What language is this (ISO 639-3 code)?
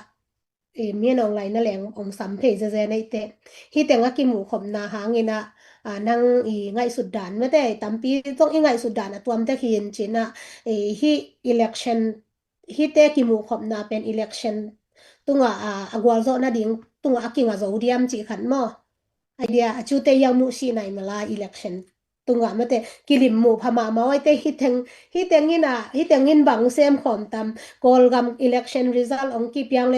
ctd